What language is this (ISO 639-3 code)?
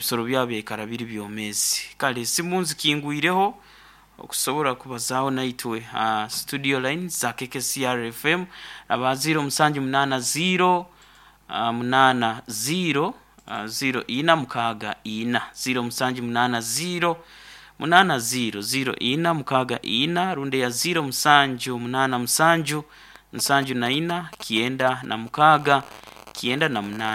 nyo